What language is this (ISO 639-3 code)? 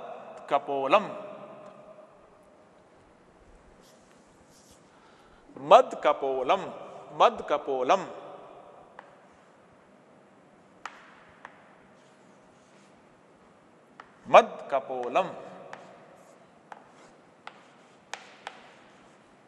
kan